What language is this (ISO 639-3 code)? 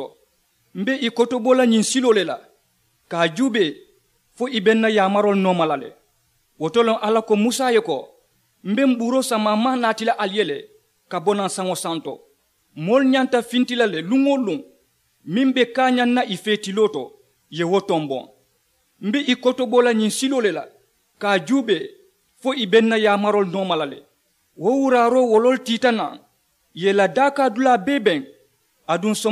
man